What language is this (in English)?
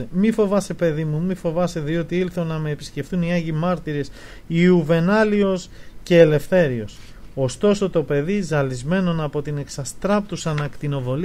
Greek